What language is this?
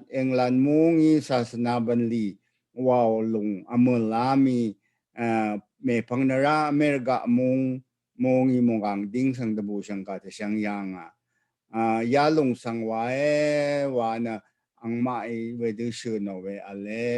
Rawang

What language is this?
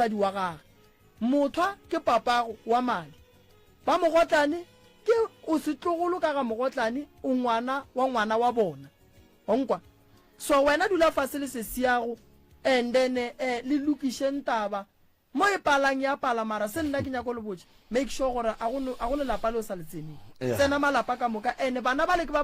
Northern Sotho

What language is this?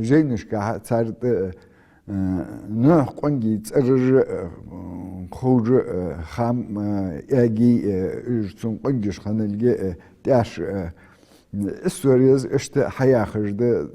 Ingush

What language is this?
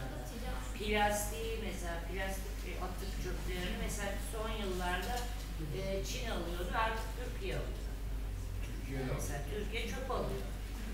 Turkish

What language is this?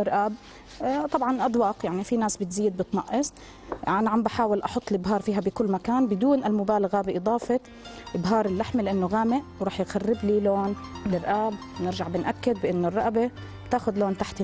South Levantine Arabic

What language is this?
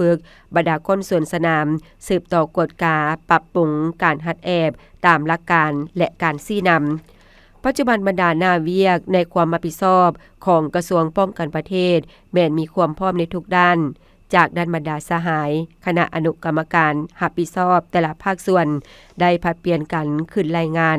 Lao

